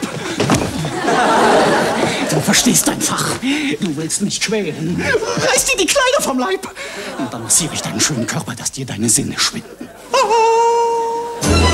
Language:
German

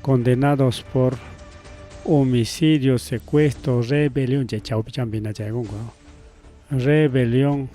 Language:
Ayacucho Quechua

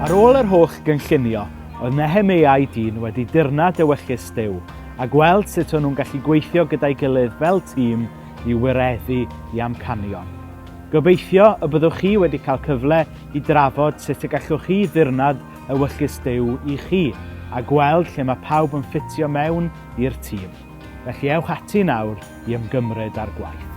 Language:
Welsh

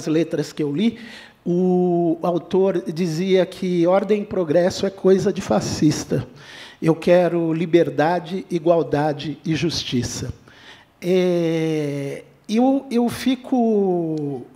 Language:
Portuguese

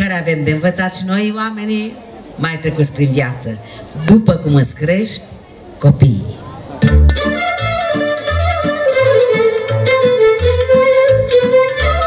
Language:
Romanian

